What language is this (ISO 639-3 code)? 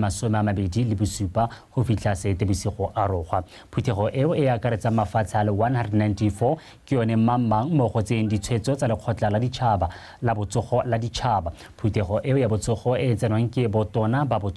tsn